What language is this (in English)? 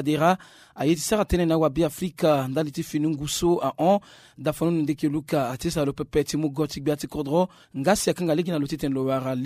Sango